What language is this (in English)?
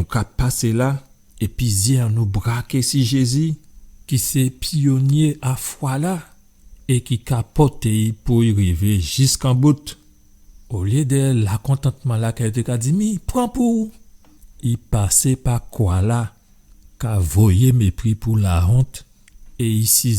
Guadeloupean Creole French